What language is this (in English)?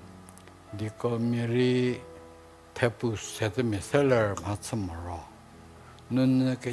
Angami Naga